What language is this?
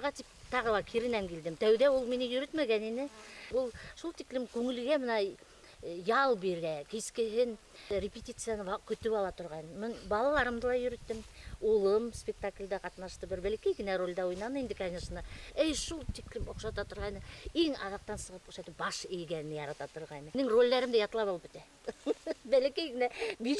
Bashkir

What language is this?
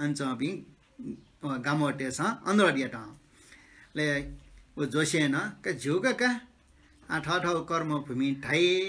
Newari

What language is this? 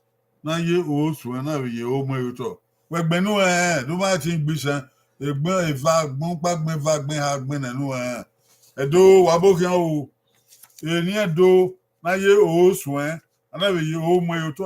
Bini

